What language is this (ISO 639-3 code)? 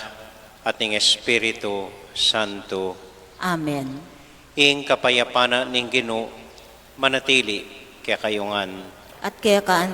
pam